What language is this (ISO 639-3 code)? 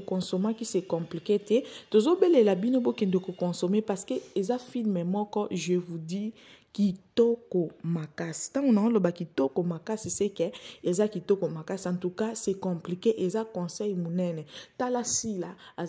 lin